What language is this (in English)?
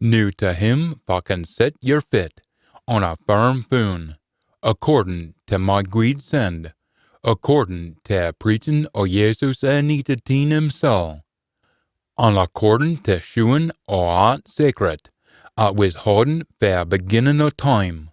Scots